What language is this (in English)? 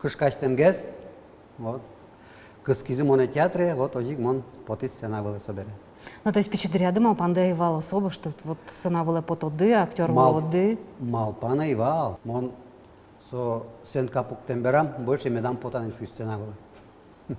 Udmurt